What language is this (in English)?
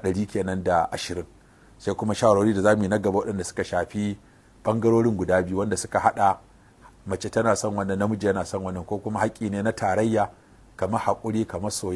Hausa